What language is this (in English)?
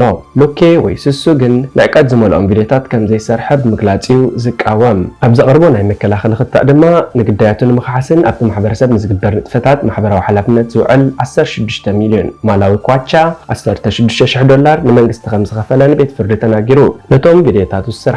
Tigrinya